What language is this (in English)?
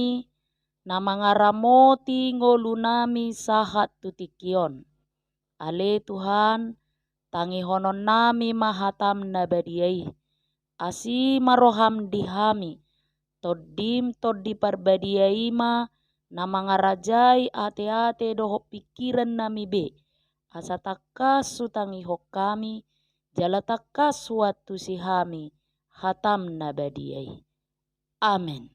Batak Toba